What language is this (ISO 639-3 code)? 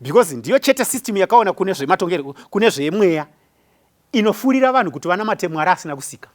sna